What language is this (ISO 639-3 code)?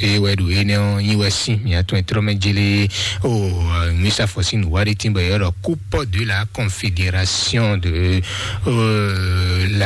fon